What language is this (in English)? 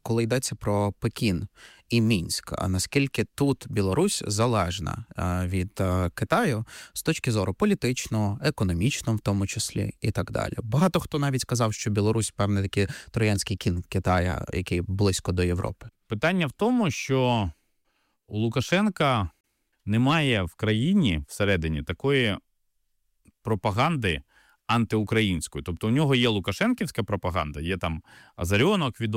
Ukrainian